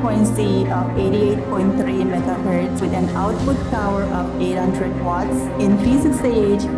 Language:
Pohnpeian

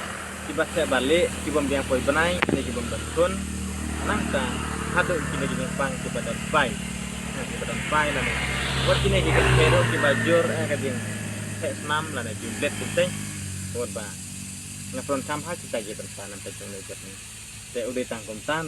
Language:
Khasi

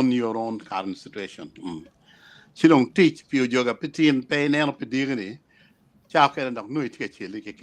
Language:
Acoli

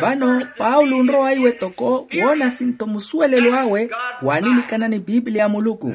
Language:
Makhuwa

